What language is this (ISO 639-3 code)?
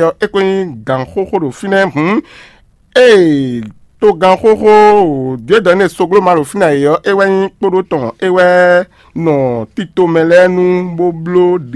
fon